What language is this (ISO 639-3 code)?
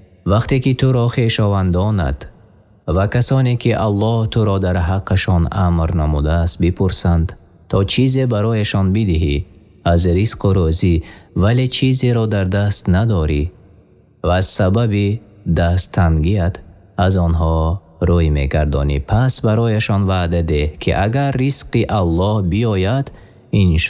tgk